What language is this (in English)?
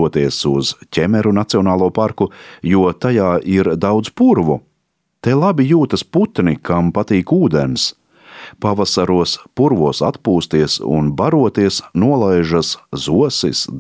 Latvian